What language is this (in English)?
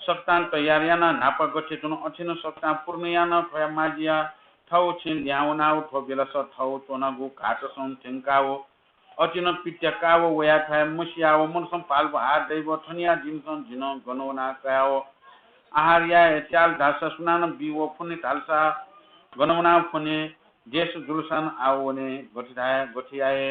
Newari